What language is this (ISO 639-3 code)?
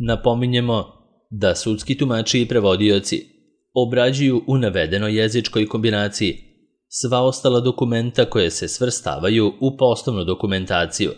srp